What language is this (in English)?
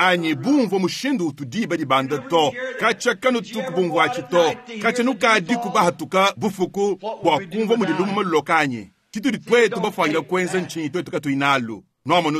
Luba-Lulua